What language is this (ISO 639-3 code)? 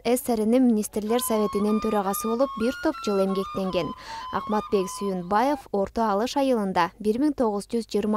kir